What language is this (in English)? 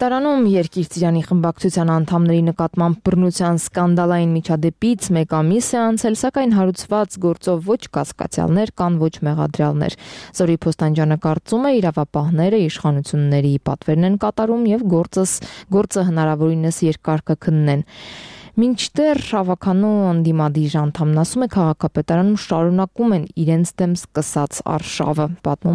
Armenian